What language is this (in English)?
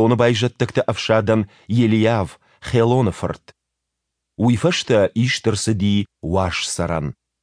Ossetic